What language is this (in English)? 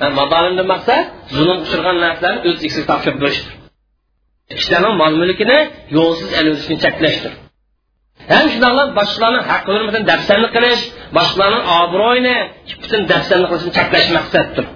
Uyghur